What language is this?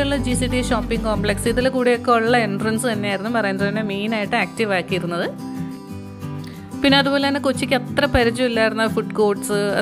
Malayalam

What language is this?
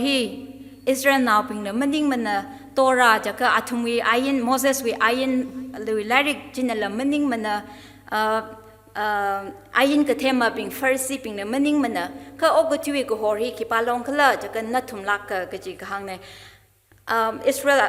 Tangkhul Naga (India)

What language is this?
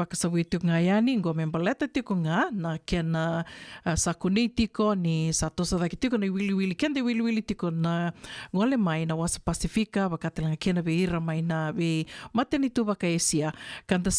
Fijian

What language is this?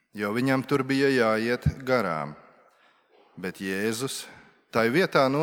Latvian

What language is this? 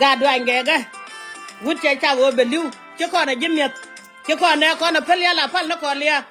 Nuer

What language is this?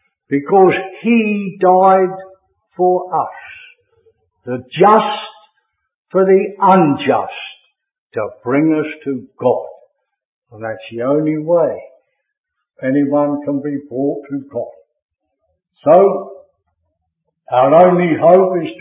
English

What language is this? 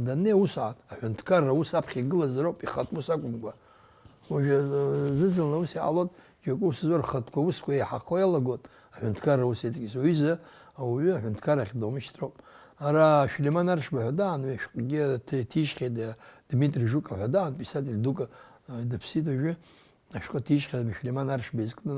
Abkhazian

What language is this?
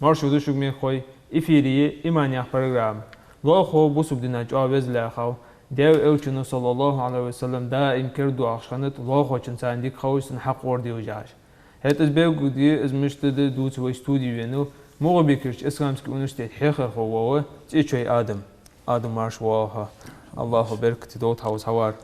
Ingush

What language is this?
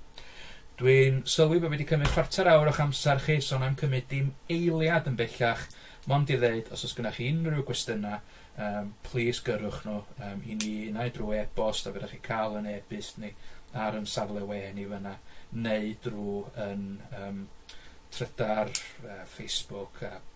Welsh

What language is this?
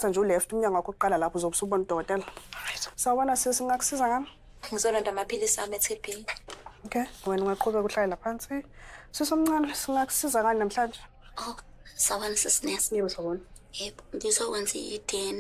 Zulu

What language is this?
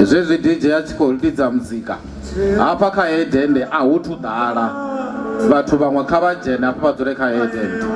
Venda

